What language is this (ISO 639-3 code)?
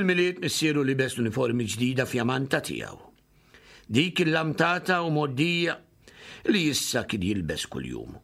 mlt